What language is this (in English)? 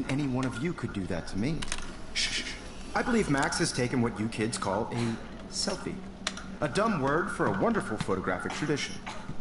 English